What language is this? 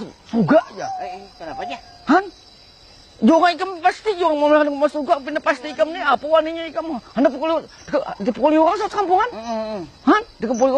Banjar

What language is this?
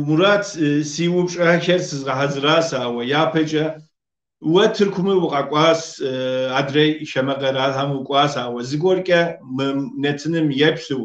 Kabardian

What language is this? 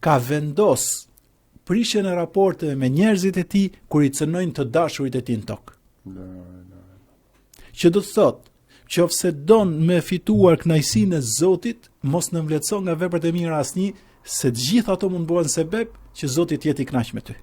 Albanian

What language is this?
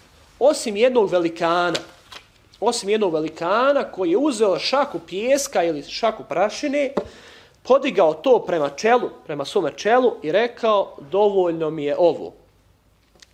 Bosnian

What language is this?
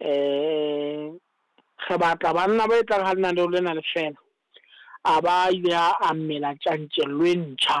Southern Sotho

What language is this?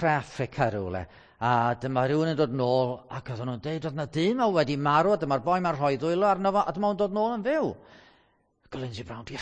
Welsh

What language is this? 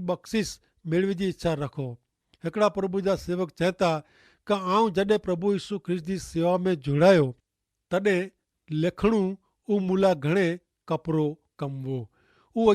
Kachhi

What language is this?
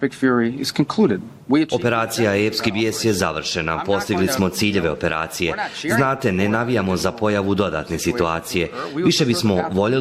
Croatian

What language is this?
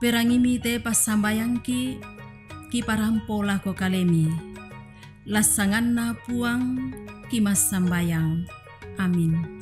Toraja-Sa'dan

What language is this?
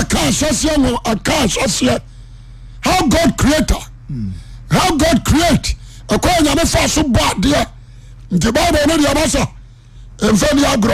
Akan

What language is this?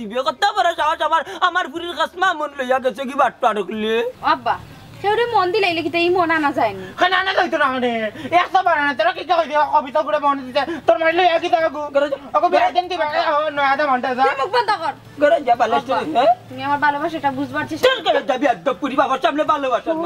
Sylheti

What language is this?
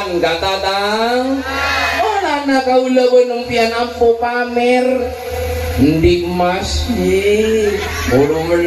Madurese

